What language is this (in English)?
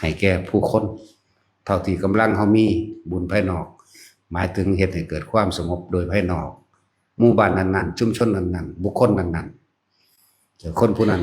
Northeastern Thai